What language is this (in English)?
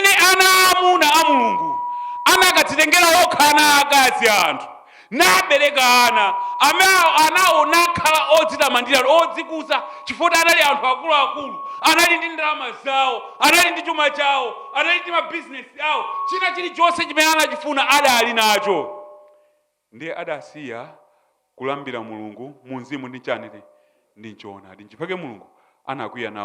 Nyanja